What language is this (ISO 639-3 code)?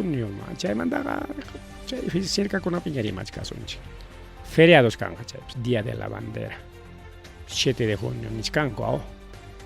quy